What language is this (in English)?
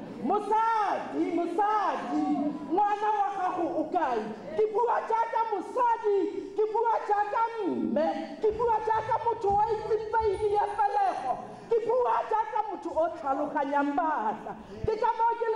Tswana